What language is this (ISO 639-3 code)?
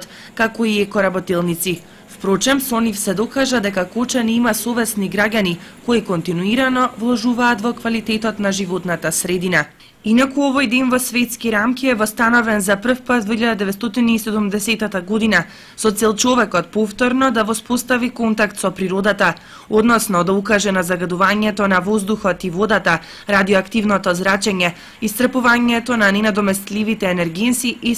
mkd